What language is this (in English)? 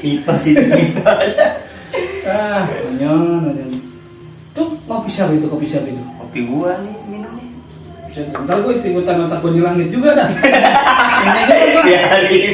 Betawi